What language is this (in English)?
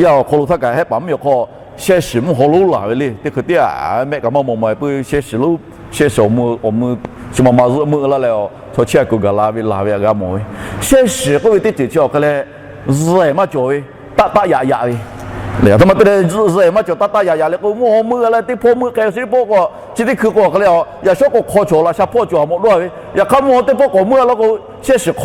Lahu